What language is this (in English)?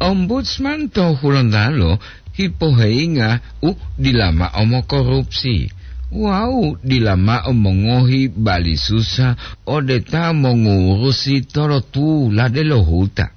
Gorontalo